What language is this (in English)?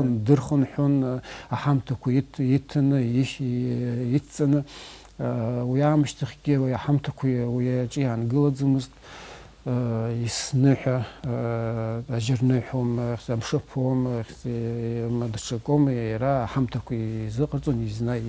Abkhazian